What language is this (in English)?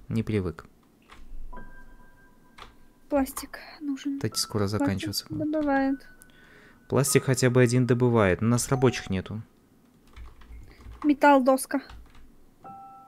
Russian